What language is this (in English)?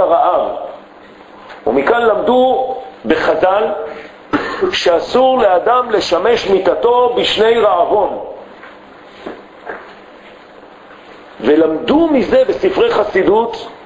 Hebrew